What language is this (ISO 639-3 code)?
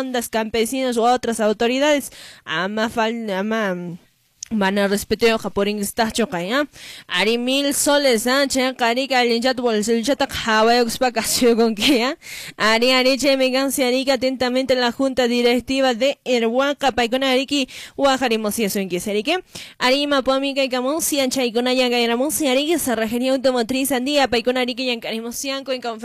que